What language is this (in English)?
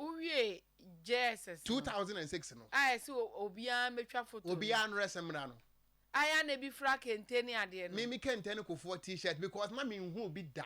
Akan